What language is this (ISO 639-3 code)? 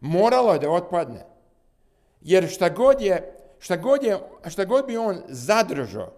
srp